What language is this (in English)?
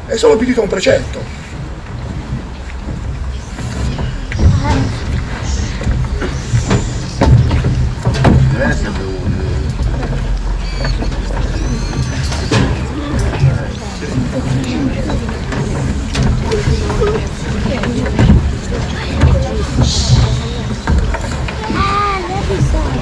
Italian